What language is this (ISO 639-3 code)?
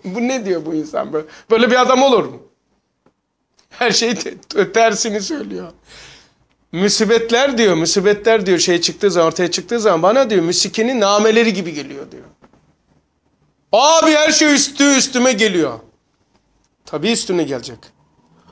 tur